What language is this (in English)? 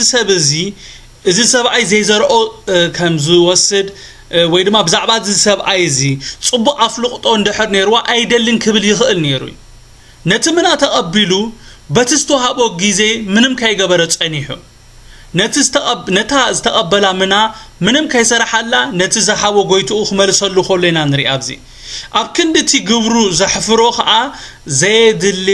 Tigrinya